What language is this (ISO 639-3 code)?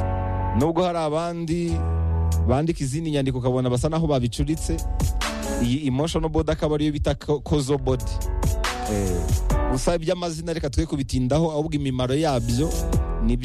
kin